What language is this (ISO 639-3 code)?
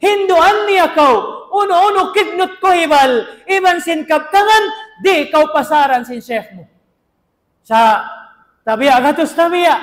tsg